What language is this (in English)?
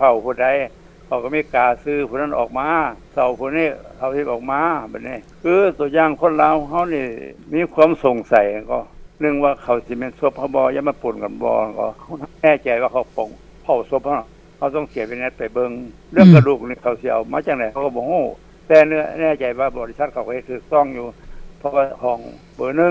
Lao